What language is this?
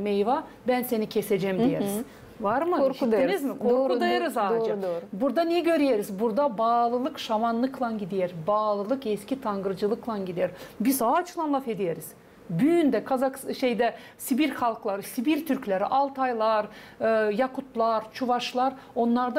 Gagauz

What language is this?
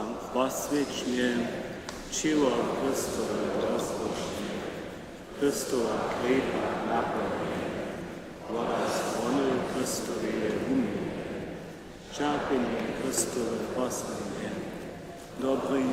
Upper Sorbian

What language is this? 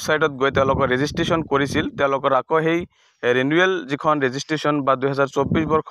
Assamese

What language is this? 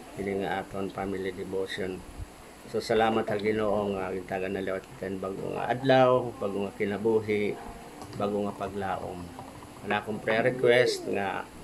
Waray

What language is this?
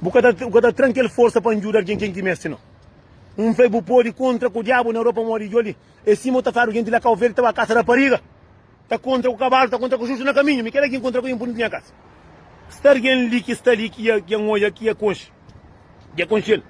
Kabuverdianu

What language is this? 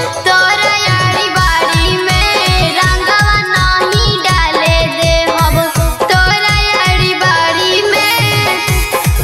Bhojpuri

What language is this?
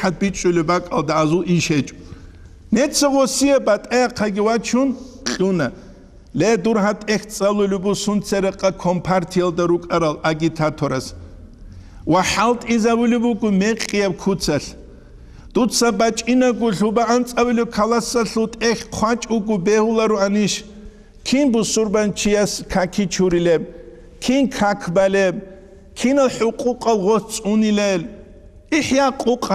Avaric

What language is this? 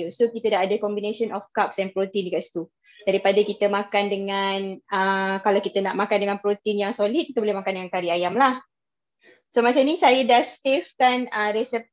Malay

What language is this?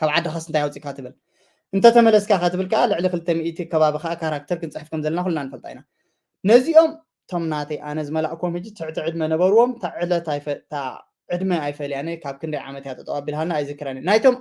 Tigrinya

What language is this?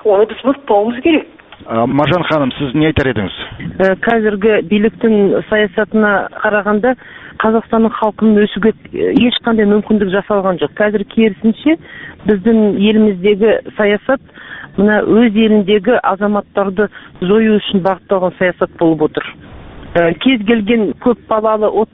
Kazakh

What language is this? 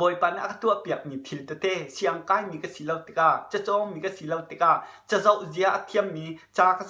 Hakha Chin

